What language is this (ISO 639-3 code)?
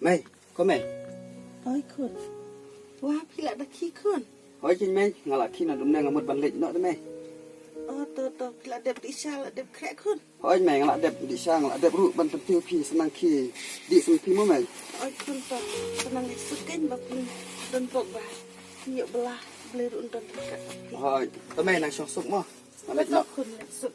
kha